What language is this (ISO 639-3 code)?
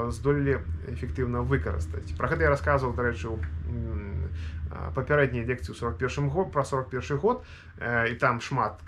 bel